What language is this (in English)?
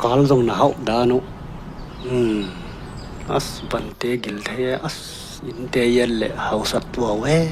Tedim Chin